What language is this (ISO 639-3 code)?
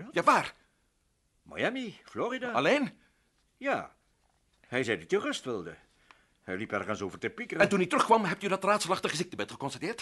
nld